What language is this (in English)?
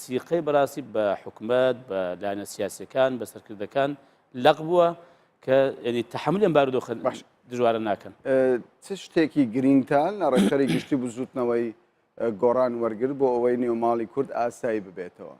Central Kurdish